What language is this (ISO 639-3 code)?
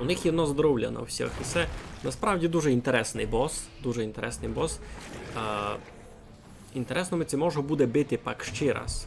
rue